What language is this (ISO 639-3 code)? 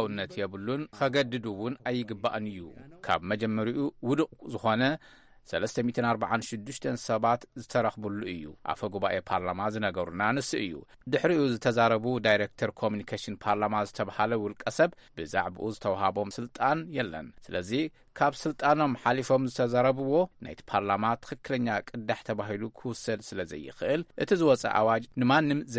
tir